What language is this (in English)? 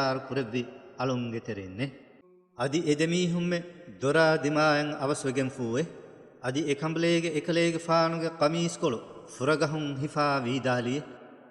Divehi